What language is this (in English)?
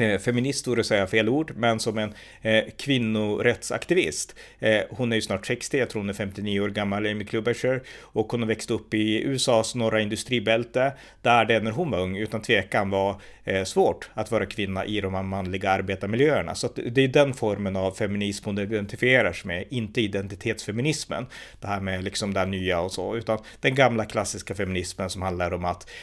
Swedish